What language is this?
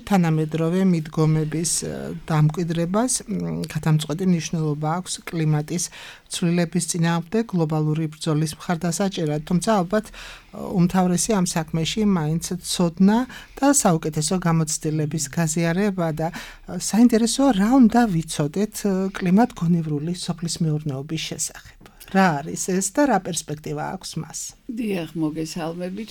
Georgian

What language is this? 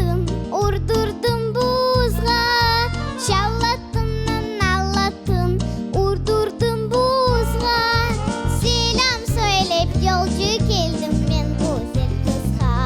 Crimean Tatar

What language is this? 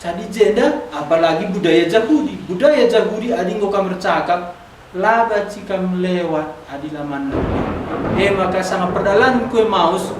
Batak Karo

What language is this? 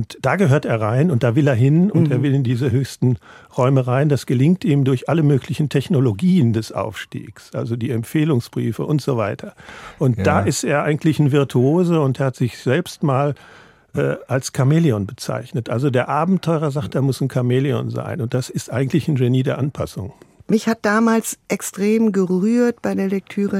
German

